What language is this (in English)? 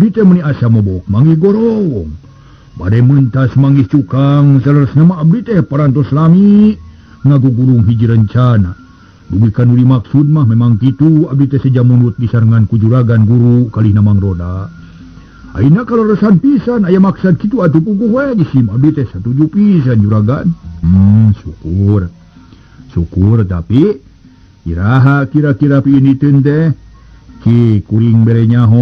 Sundanese